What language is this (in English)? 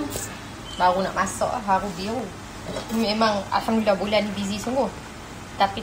Malay